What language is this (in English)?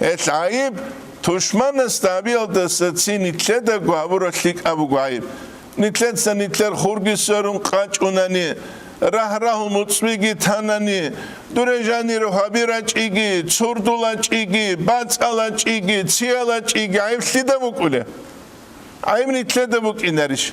Avaric